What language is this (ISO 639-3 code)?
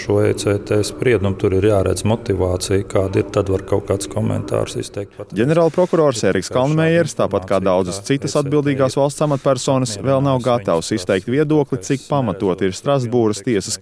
lav